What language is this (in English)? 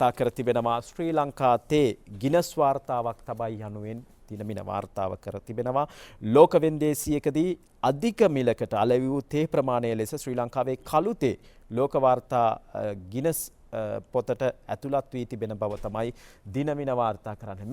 Sinhala